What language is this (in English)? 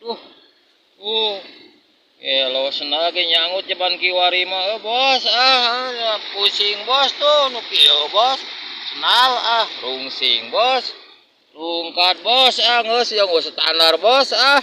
Sundanese